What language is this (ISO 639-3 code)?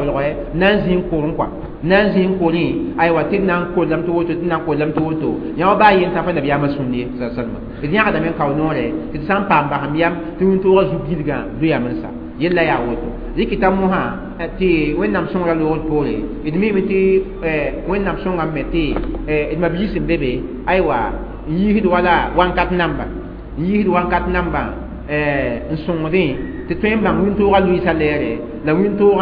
mos